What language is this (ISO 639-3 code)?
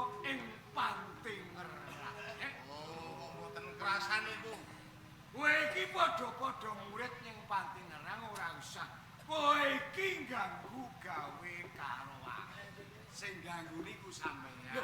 jav